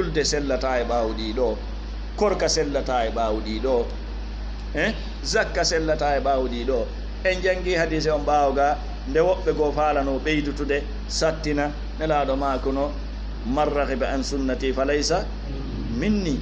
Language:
Fula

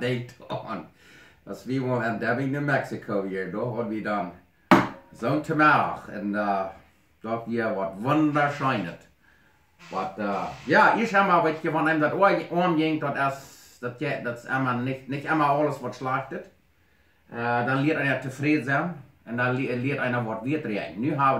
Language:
Plautdietsch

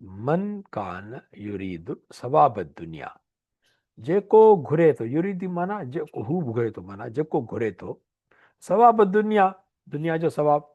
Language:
Sindhi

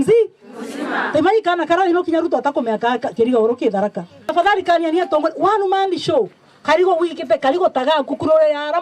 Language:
Meru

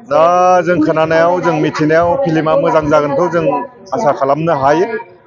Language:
Bodo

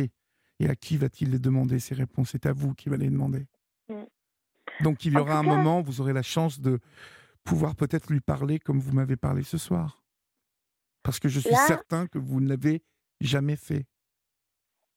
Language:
French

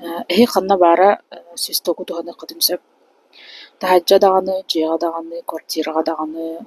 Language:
Yakut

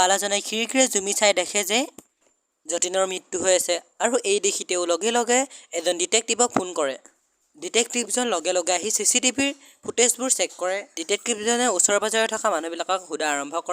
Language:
Assamese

